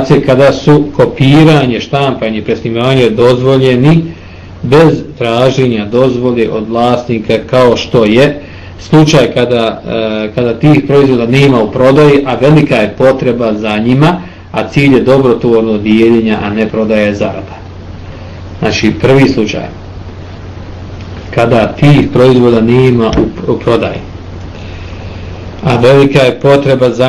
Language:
Bosnian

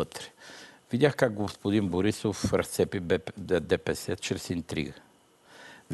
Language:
Bulgarian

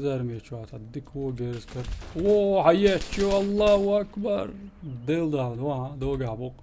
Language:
Chechen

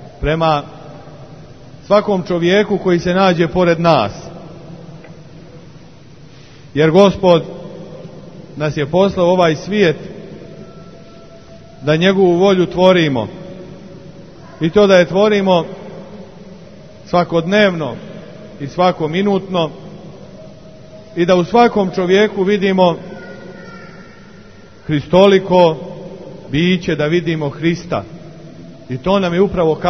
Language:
Serbian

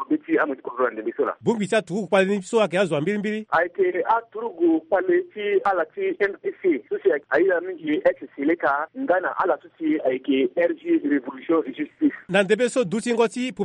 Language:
Sango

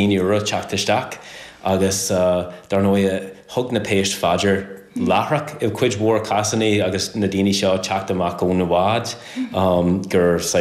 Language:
Irish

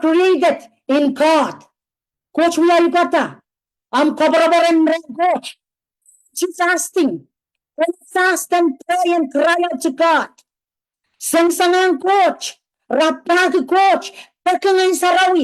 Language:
Pohnpeian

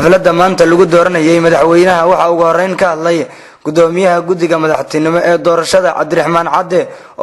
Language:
Somali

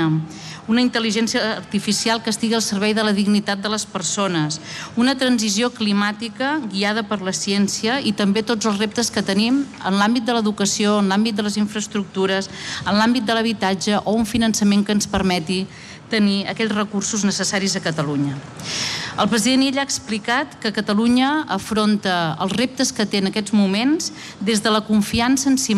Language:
Catalan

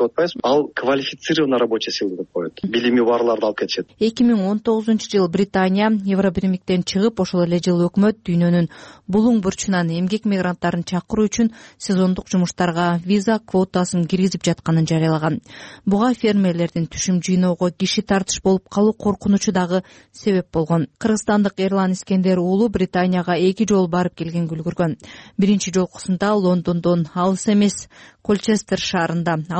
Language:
Kyrgyz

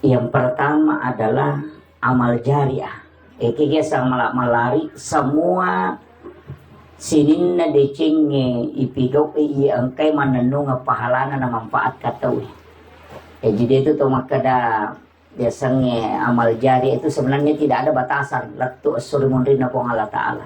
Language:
Buginese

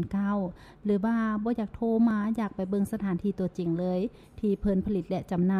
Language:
Lao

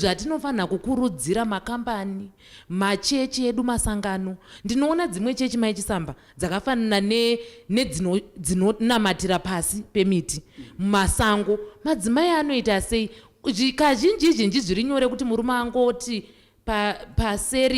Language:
Shona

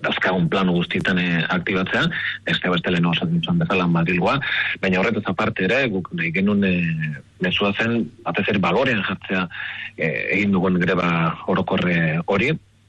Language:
Basque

